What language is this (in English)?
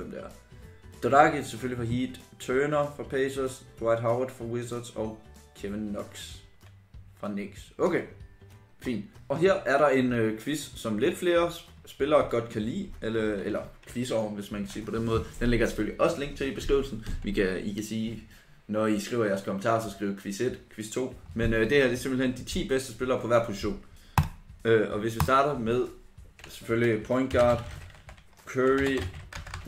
Danish